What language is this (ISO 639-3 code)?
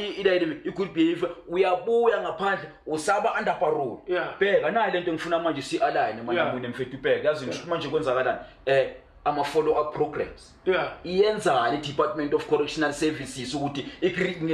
zul